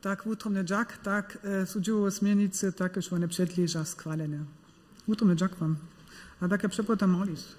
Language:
Upper Sorbian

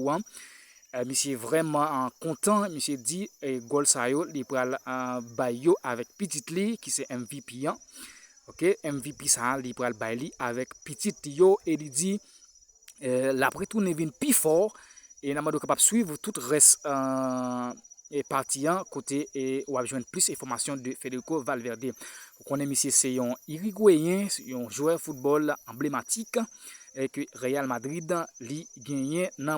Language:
Haitian Creole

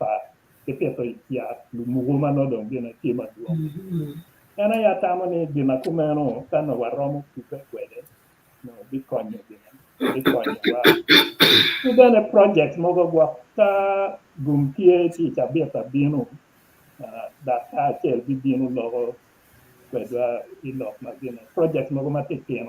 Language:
Acoli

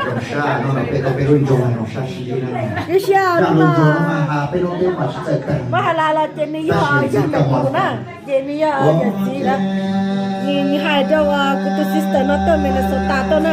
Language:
Hmong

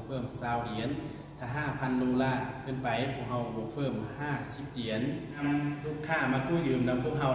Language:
Lao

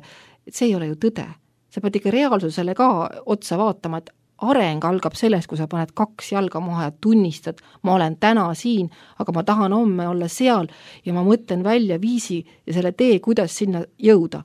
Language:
Estonian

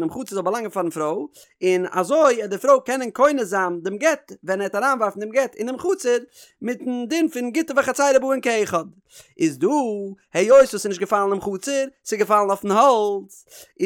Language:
Yiddish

